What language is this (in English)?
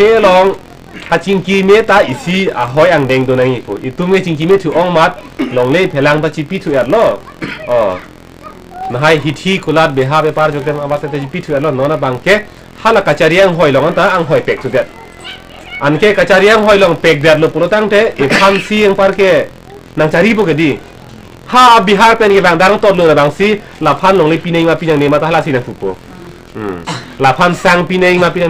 Karbi